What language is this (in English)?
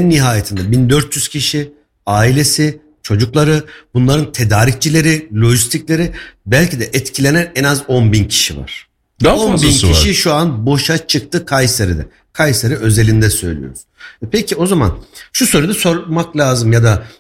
Turkish